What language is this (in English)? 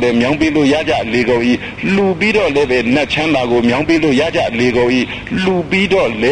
Burmese